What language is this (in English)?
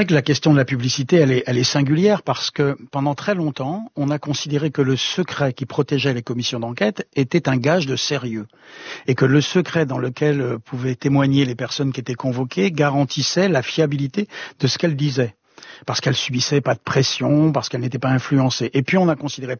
French